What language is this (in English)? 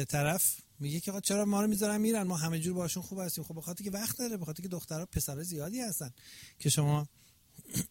Persian